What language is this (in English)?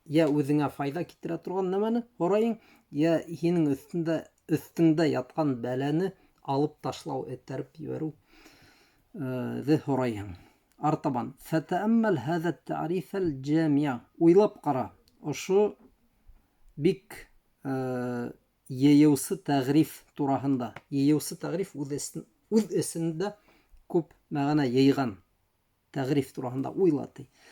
Bashkir